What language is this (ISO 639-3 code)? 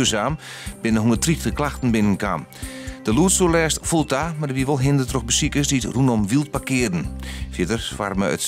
fry